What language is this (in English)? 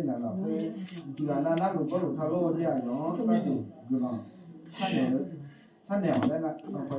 Akha